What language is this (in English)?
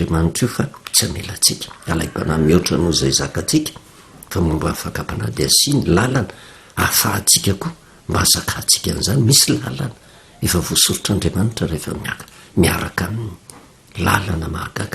Malagasy